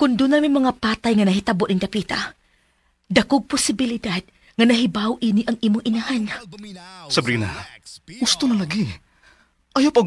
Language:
Cebuano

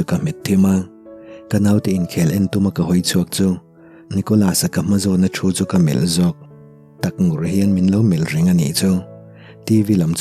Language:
Mizo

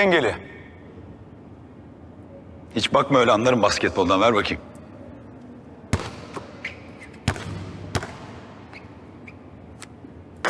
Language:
Turkish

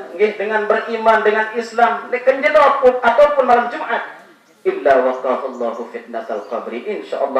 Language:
Sasak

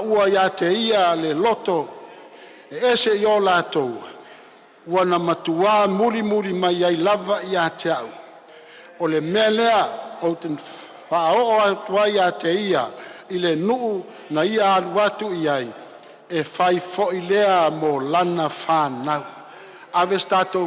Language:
Samoan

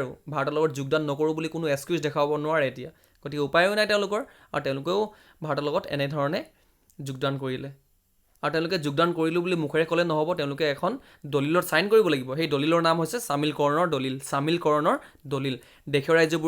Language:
Assamese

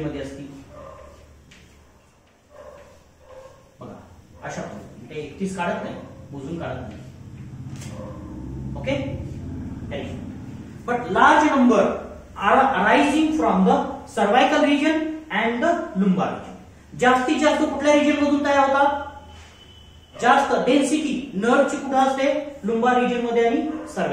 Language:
Marathi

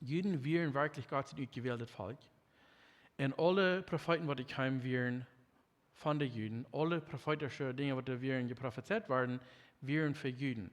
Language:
Plautdietsch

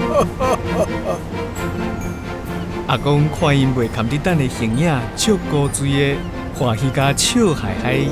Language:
Min Nan Chinese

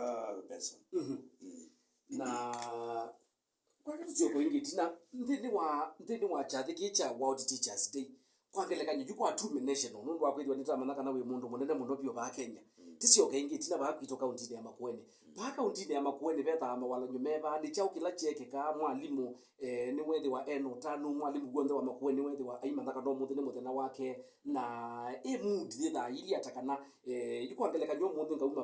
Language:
Kamba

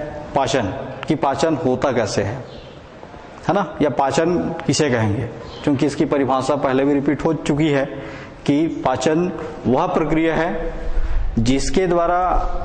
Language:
Hindi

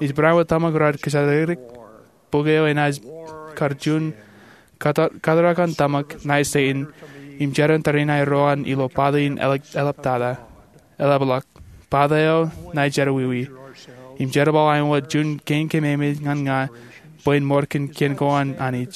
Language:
Marshallese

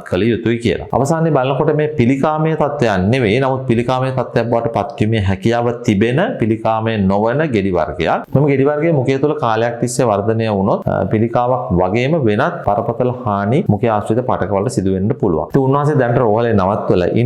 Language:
Sinhala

